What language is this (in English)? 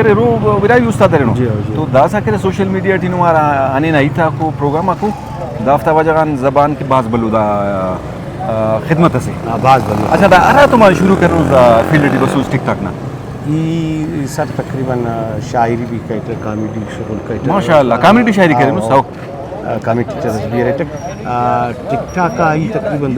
Brahui